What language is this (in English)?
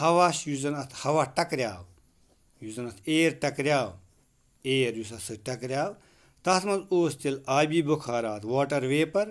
Kashmiri